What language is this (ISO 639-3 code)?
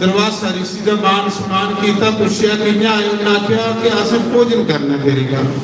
doi